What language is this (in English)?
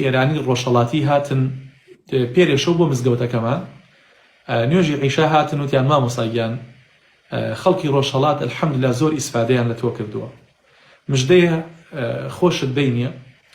Central Kurdish